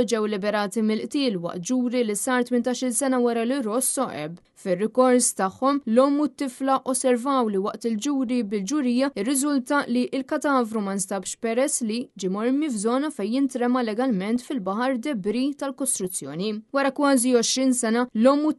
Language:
Maltese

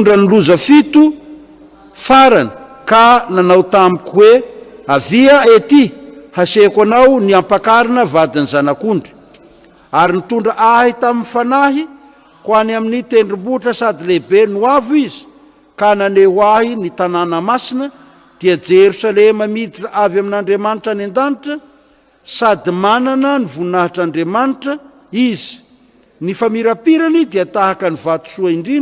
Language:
Malagasy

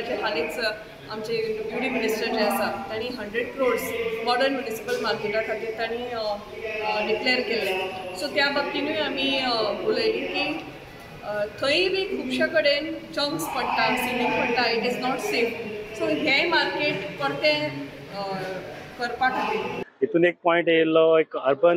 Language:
Konkani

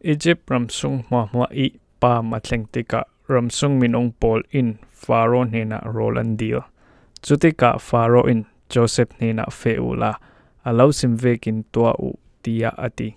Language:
Falam Chin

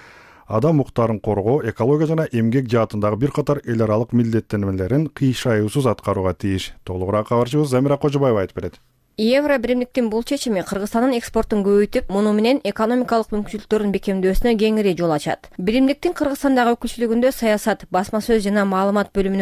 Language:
Kyrgyz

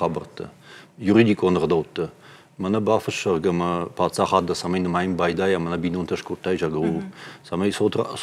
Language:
Ossetic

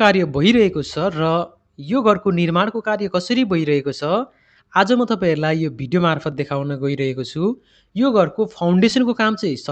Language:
Nepali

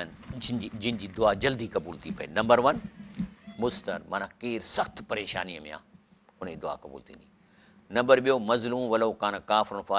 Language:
Sindhi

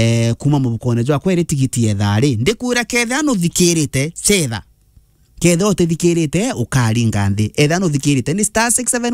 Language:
Meru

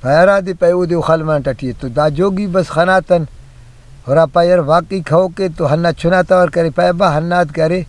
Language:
Brahui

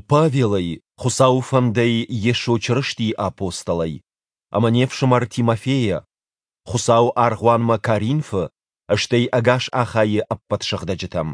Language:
Ossetic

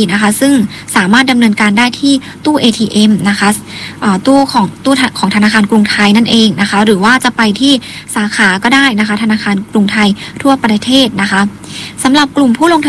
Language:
Thai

